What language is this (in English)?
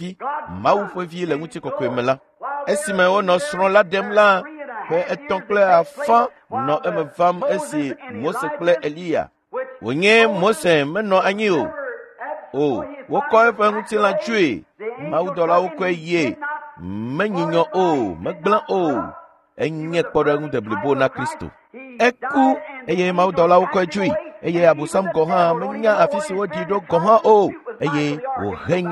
Ewe